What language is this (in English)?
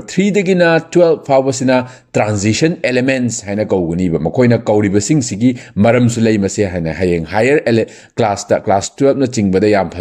Manipuri